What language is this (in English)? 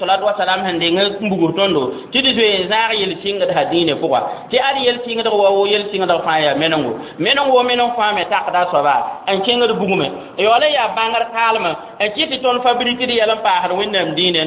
Mossi